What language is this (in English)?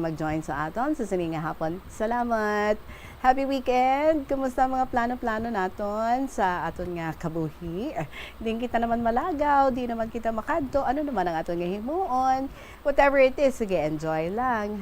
Hiligaynon